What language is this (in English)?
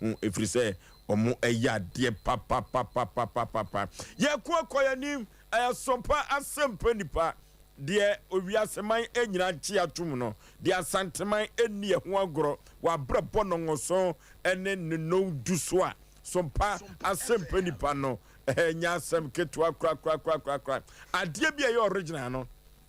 Akan